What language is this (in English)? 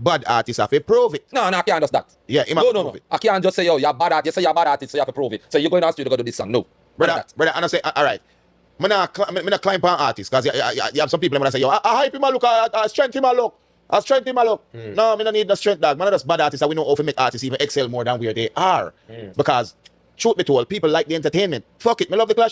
Jamaican Creole English